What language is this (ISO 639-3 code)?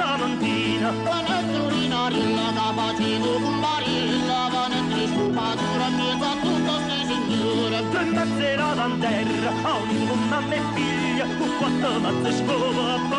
nap